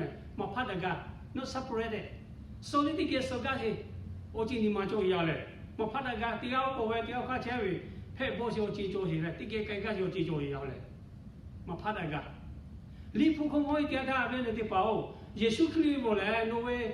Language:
Lahu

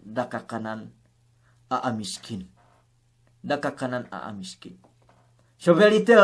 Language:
Yakan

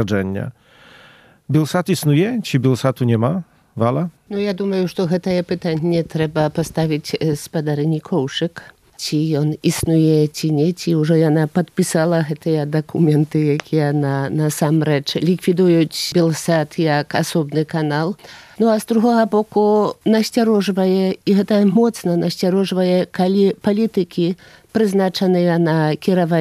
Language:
Belarusian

